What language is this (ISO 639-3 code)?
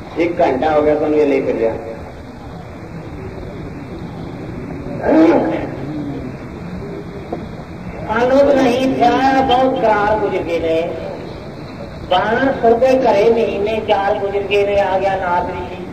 pan